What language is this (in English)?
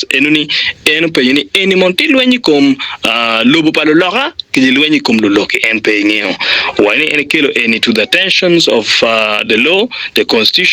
Acoli